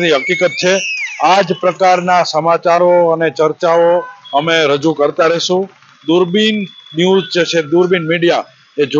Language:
Gujarati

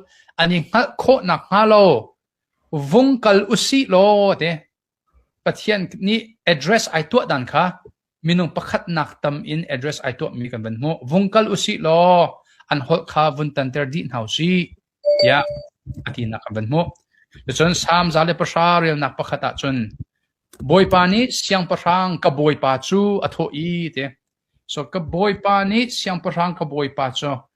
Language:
Hakha Chin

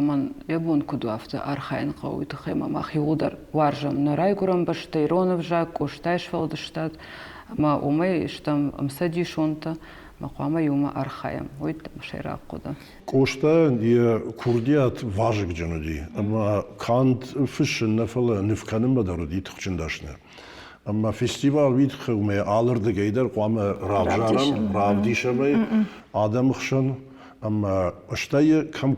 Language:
Ossetic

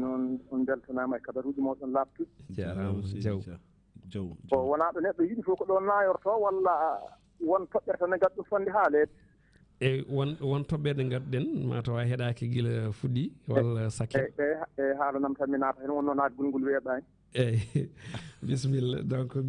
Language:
Fula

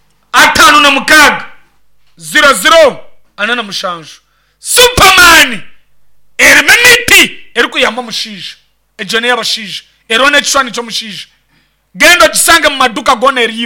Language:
Nyankole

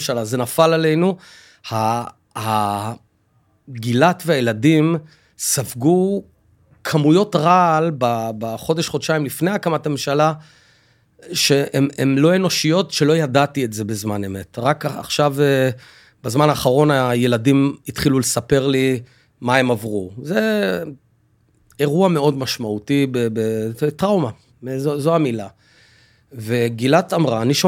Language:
Hebrew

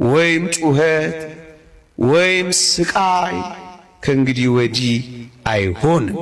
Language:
Amharic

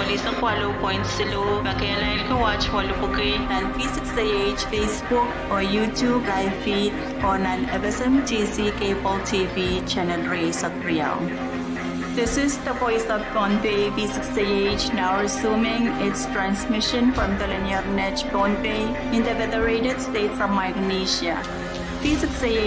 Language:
Pohnpeian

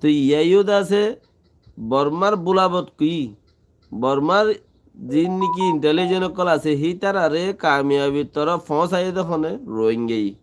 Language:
Rohingya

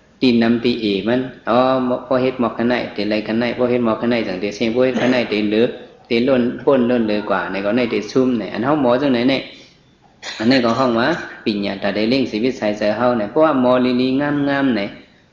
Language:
Shan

